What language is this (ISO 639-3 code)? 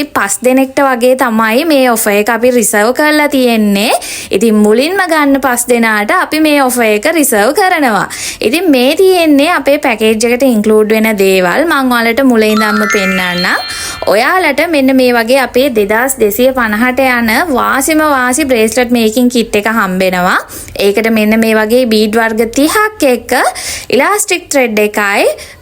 sin